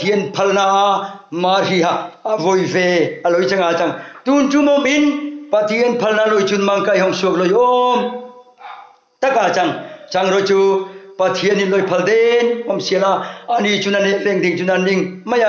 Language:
Hmar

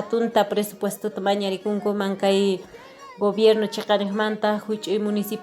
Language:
Ayacucho Quechua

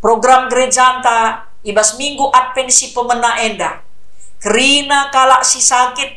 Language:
Batak Karo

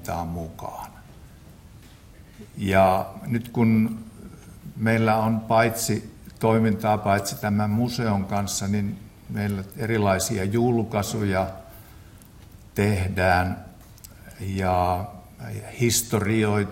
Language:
Finnish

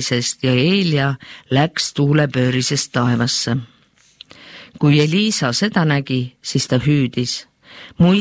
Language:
Estonian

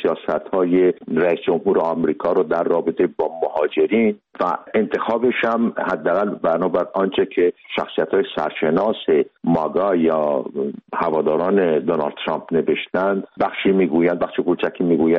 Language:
Persian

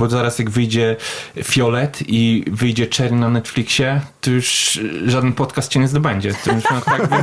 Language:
Polish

